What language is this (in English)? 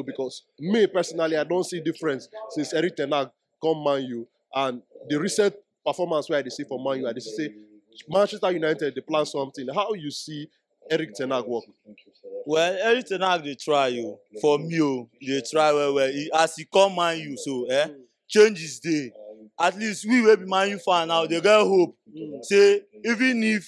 Nigerian Pidgin